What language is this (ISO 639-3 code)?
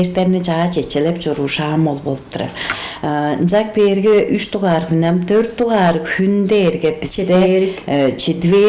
tyv